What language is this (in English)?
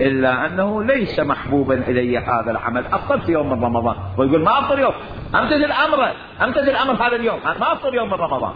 Mesopotamian Arabic